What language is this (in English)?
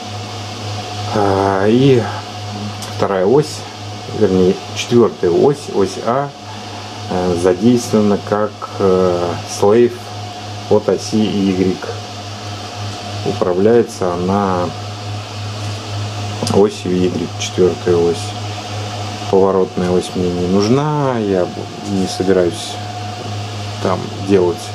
Russian